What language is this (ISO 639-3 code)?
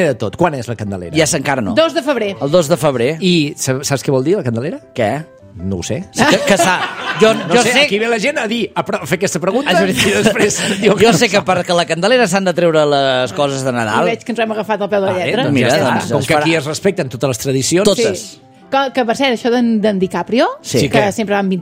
cat